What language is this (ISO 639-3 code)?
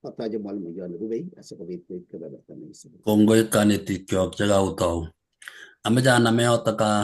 kln